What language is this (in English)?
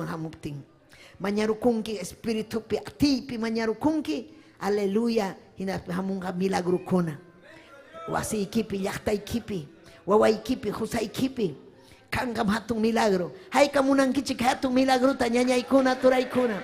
Ayacucho Quechua